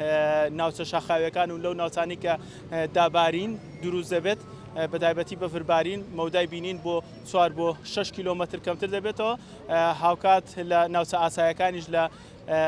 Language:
Central Kurdish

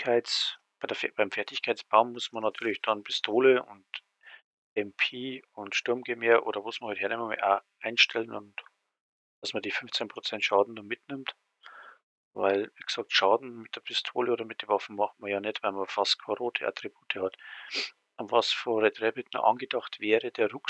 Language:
Bavarian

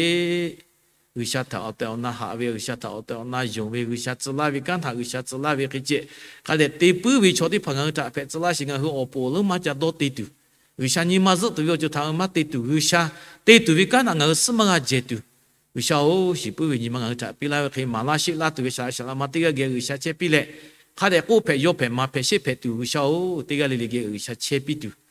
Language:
Lahu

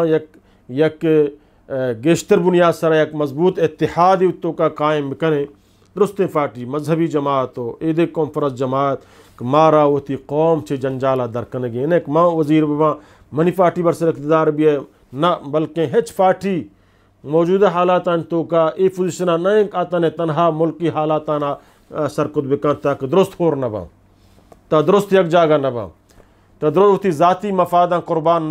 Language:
Eastern Balochi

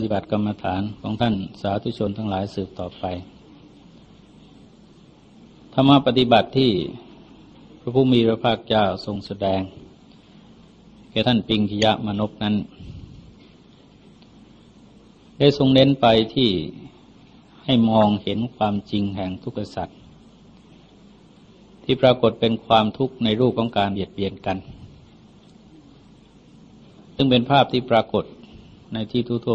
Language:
Thai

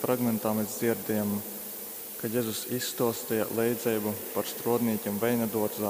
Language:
Latgalian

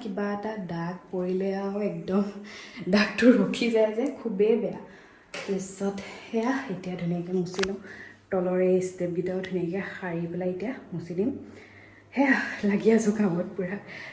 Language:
Assamese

